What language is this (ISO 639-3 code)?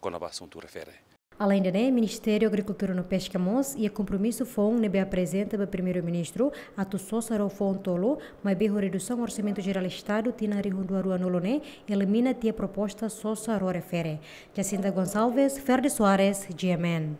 tet